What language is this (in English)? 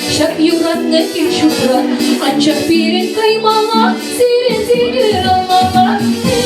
Chuvash